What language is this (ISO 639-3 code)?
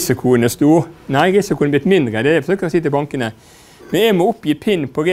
nor